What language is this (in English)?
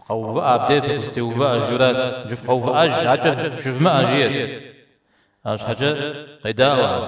Kabardian